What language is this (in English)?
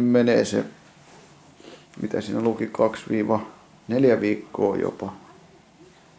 Finnish